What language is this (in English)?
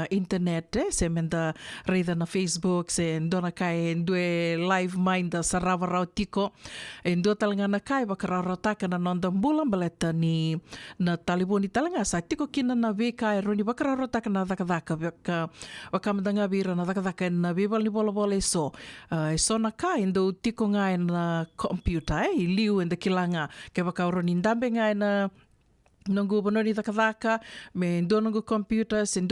Fijian